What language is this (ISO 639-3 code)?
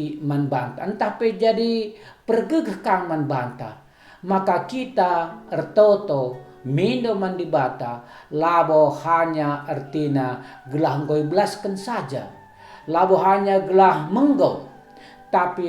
btx